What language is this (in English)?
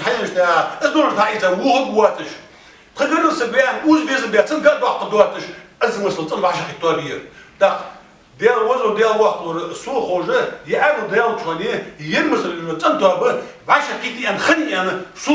Ingush